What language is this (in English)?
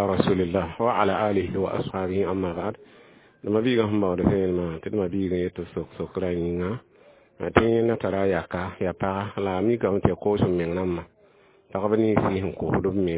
Mossi